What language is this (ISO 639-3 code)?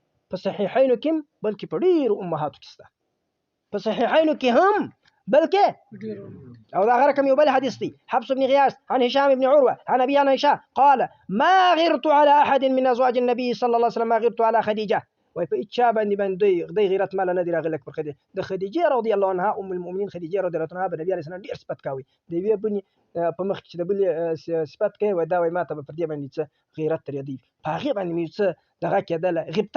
pus